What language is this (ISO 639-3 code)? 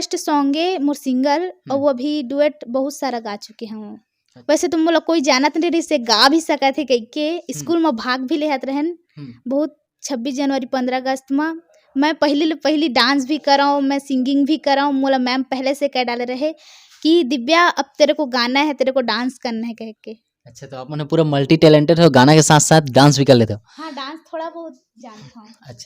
hne